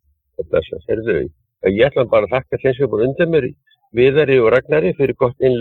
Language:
Icelandic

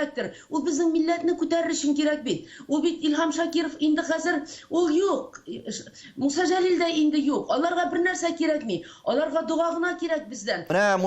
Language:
Tatar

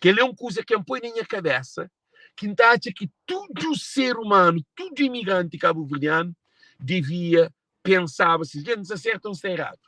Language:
Kabuverdianu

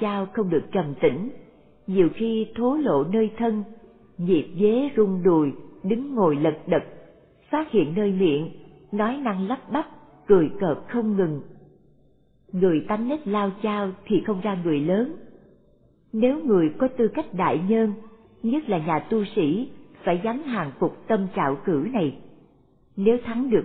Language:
Vietnamese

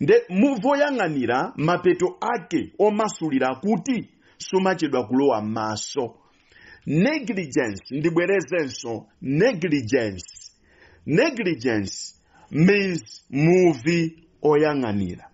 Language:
Nyanja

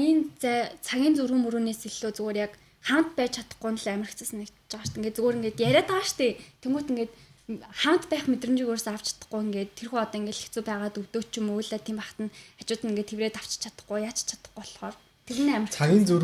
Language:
Mongolian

